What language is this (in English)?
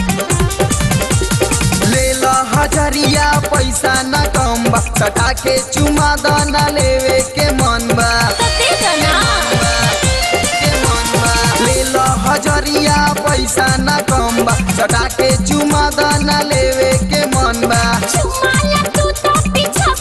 Bhojpuri